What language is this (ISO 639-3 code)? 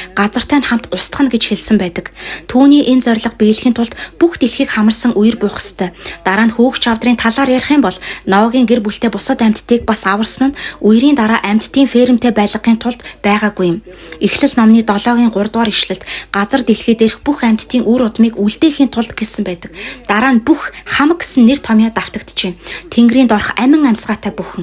mon